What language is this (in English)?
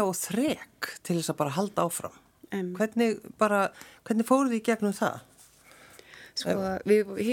Icelandic